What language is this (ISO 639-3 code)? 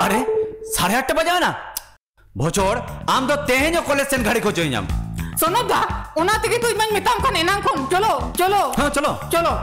sat